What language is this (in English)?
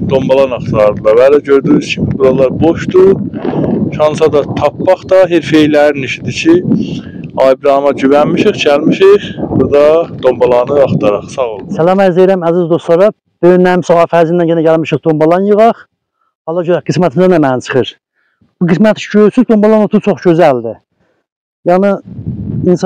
South Azerbaijani